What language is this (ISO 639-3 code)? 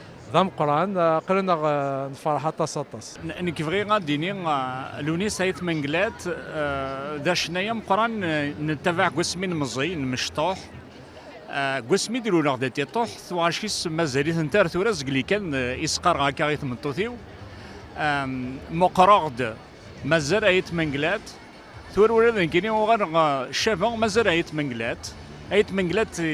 kab